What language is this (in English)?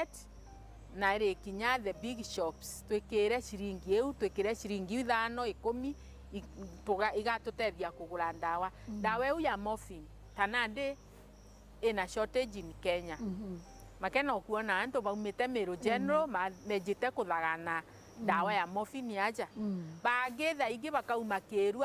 Meru